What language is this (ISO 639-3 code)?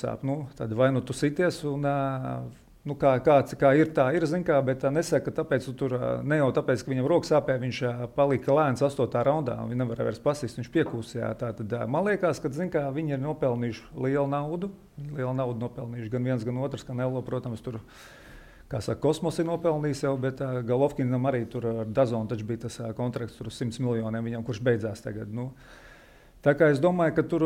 lav